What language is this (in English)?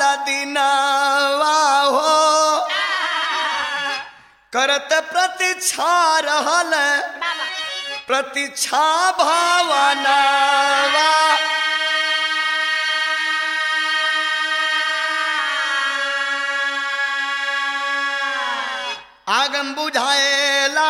Bhojpuri